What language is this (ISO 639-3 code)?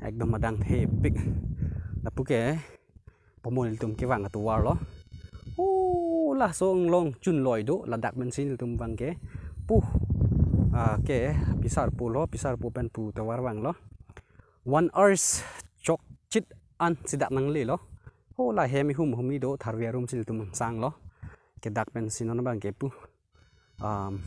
mjw